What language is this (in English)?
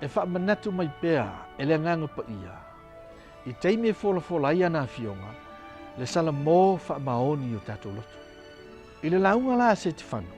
Samoan